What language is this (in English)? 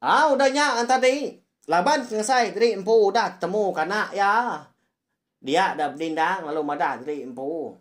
Iban